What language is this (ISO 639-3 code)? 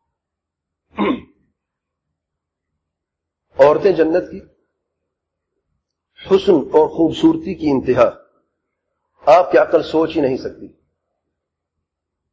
urd